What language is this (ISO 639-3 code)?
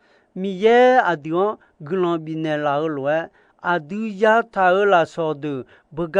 ahk